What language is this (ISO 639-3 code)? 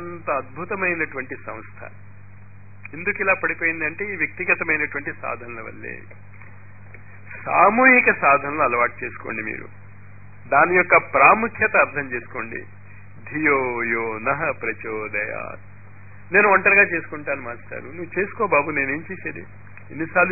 tel